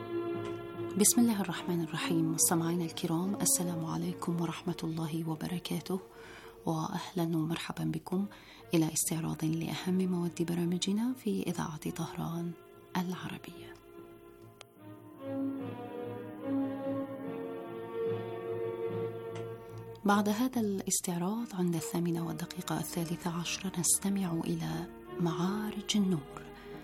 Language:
Arabic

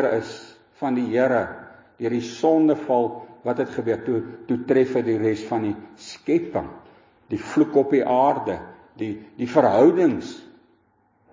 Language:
Afrikaans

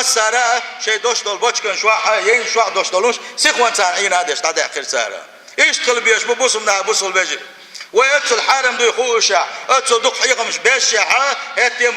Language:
Chechen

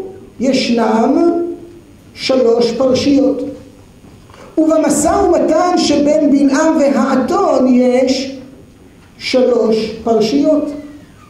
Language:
Hebrew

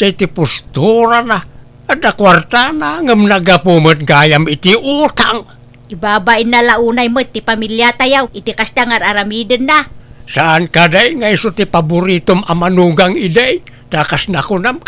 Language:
Iloko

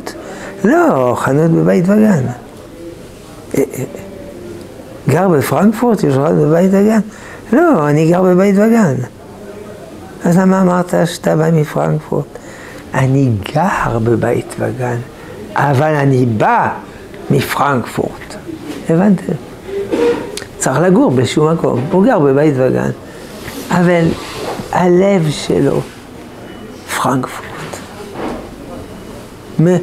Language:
Hebrew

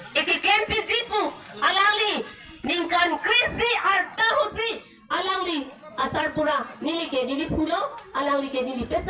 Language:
Karbi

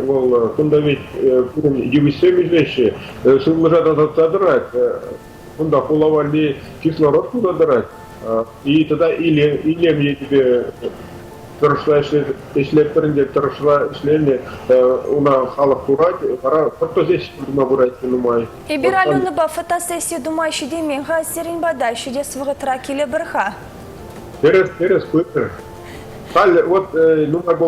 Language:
Chuvash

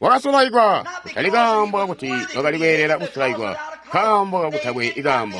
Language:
Tonga (Zambia)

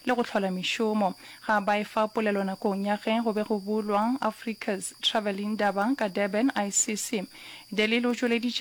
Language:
Northern Sotho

